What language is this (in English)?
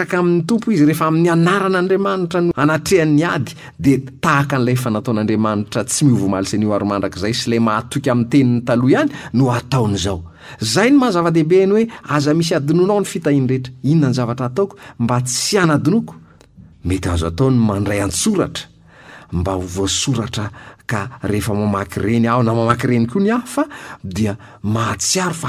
Malagasy